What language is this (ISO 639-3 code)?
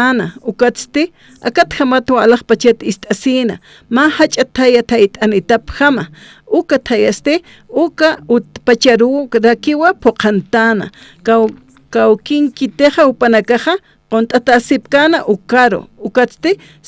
aym